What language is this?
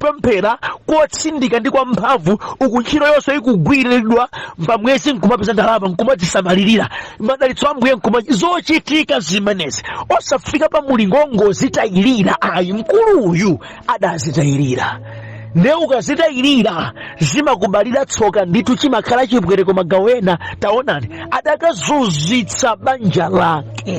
Nyanja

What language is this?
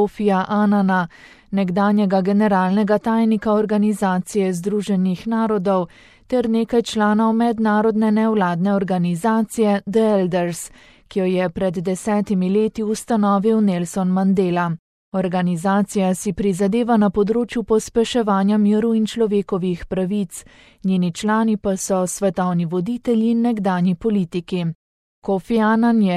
Slovenian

